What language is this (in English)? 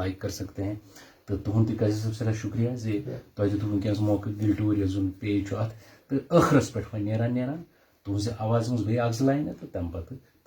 Kashmiri